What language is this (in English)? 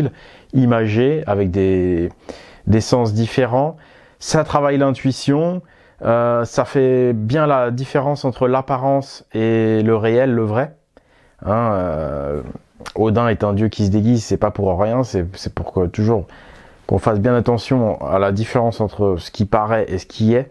French